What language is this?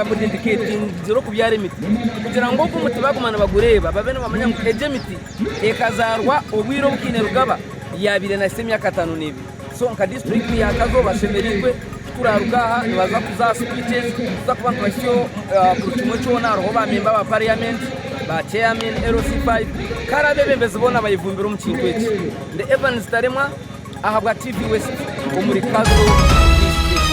Nyankole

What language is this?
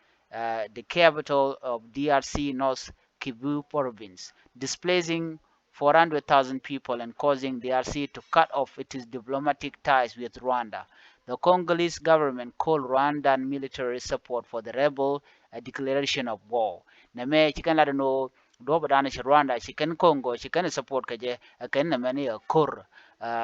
Nuer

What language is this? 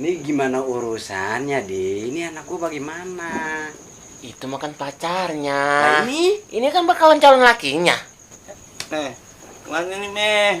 Betawi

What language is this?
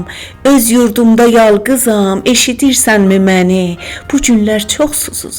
South Azerbaijani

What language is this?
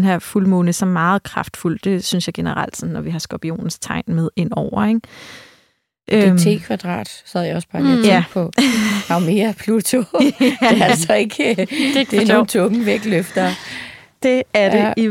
Danish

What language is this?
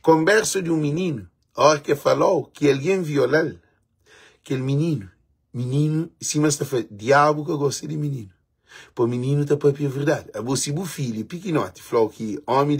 Kabuverdianu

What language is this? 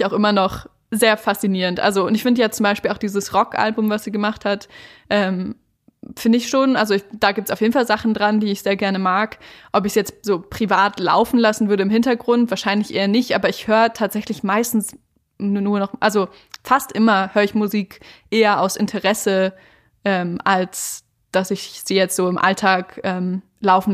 German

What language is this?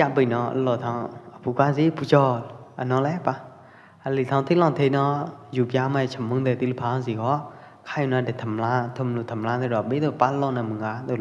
Pwo Eastern Karen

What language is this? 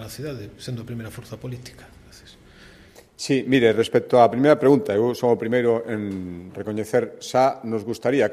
Galician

